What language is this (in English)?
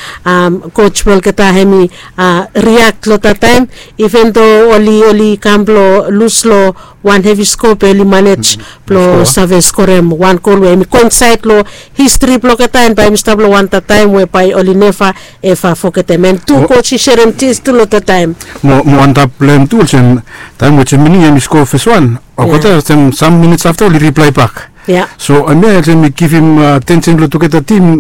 Bislama